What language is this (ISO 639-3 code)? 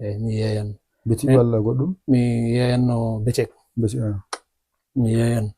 ful